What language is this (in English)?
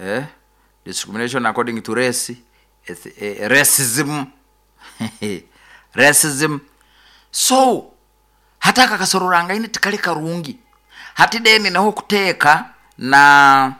Nyoro